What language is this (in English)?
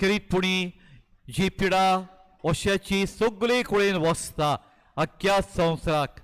Konkani